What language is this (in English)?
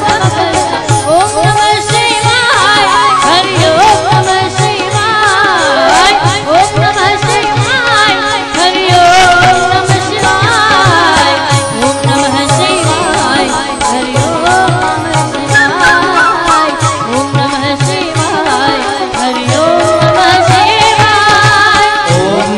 Gujarati